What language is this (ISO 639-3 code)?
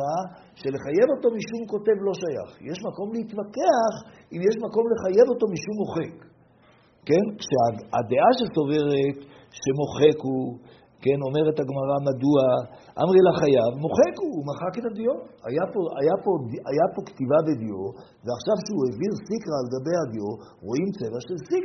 heb